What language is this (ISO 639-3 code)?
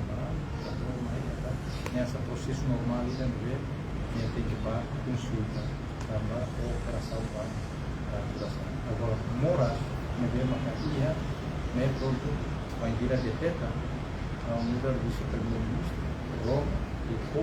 tet